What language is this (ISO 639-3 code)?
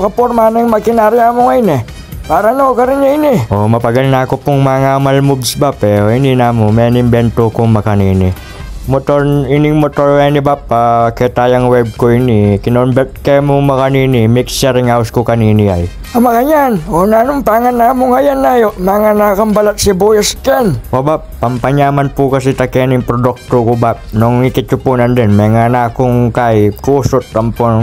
pam